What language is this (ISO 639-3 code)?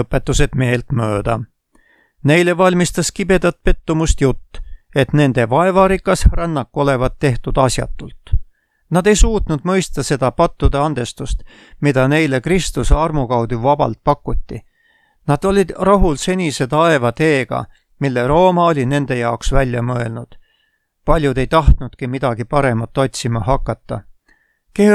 est